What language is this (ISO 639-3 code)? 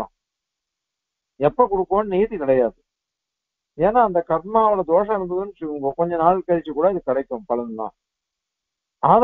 tam